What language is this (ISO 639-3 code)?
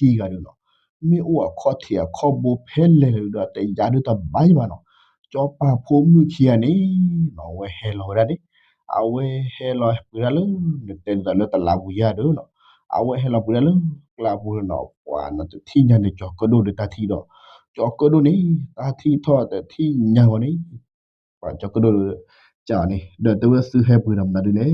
ksw